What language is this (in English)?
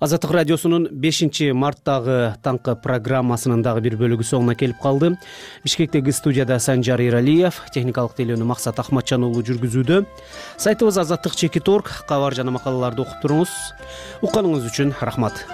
Kyrgyz